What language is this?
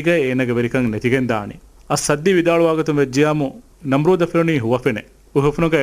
Divehi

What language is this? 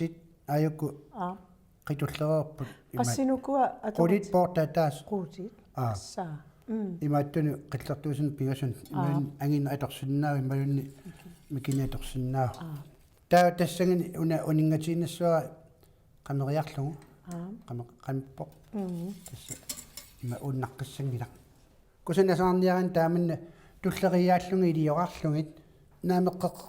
Kalaallisut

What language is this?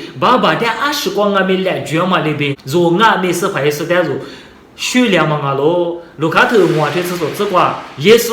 Lisu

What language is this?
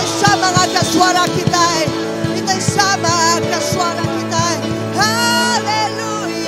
Iban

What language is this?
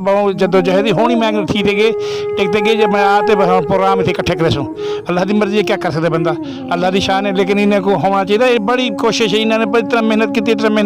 Saraiki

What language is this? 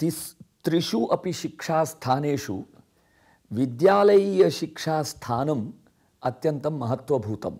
Sanskrit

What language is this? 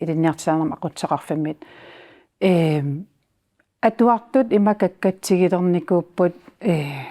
Kalaallisut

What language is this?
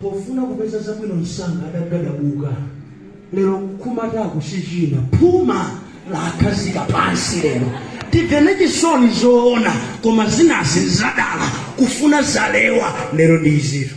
Nyanja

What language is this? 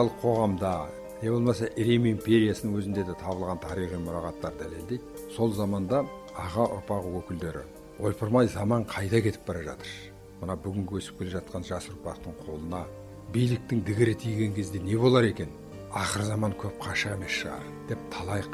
Kazakh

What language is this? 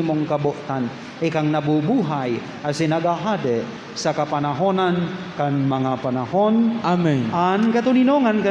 Bikol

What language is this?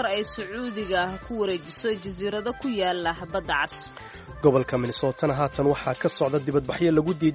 Somali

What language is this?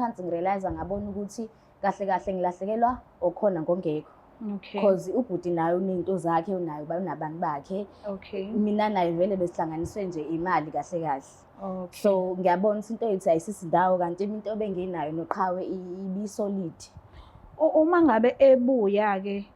Zulu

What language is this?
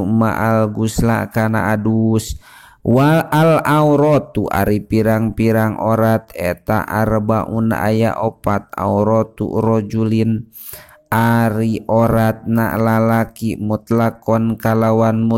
Sundanese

